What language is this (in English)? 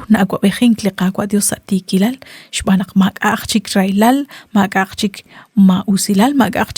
Kekchí